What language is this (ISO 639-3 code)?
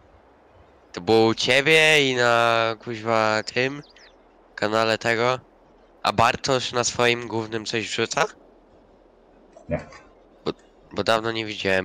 pol